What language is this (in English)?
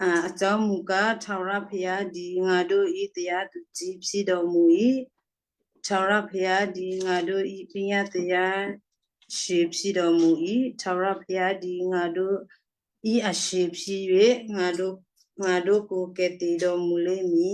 Western Kayah